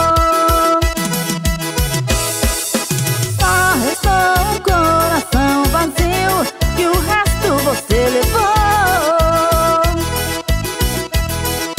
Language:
Portuguese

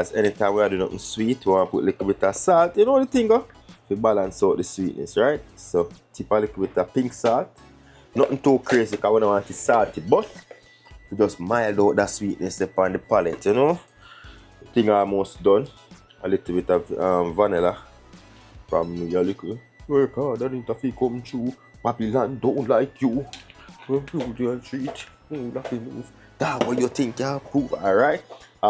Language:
Jamaican Creole English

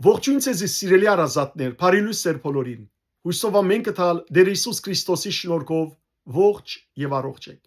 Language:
Western Armenian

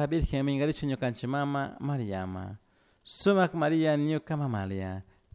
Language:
Chimborazo Highland Quichua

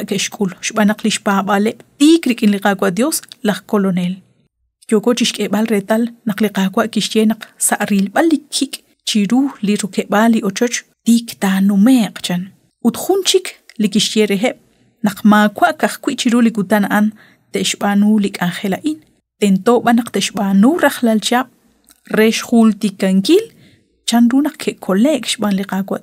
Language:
Kekchí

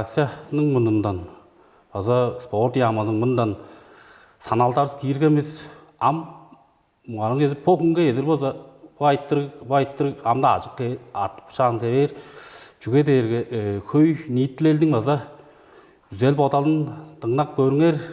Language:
Tuvinian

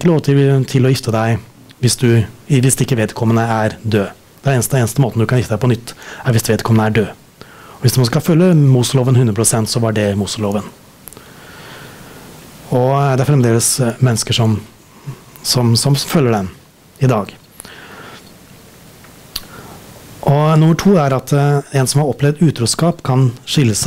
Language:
Norwegian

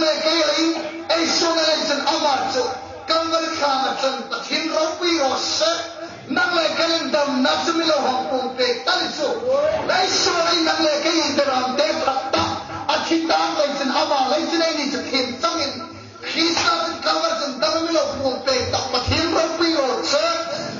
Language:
Hmar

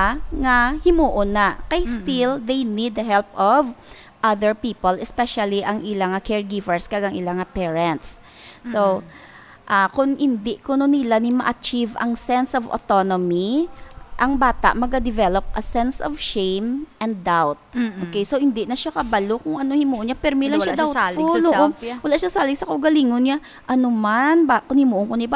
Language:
Hiligaynon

